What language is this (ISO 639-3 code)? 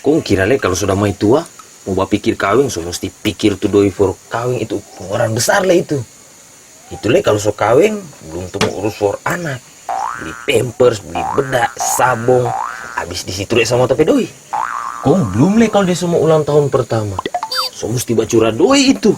xmm